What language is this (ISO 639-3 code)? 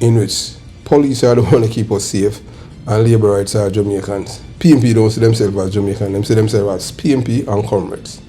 jam